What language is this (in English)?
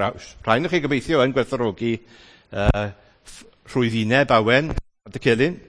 Welsh